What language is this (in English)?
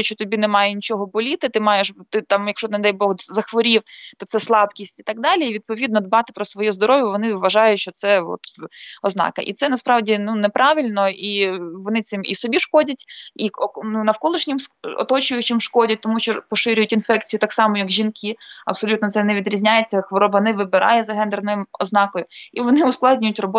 Ukrainian